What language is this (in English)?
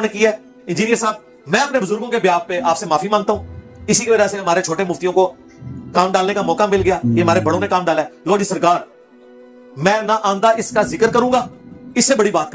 Urdu